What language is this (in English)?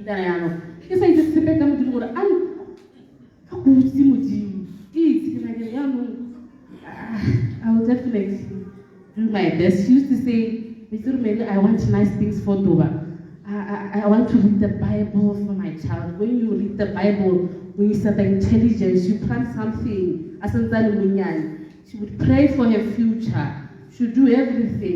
Tswana